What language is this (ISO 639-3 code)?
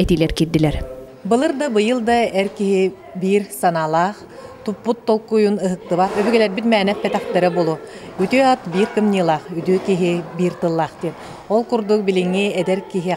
sah